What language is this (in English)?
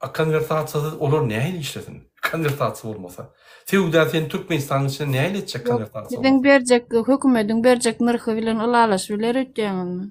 Turkmen